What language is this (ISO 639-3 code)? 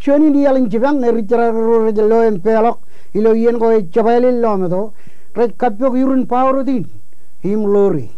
mah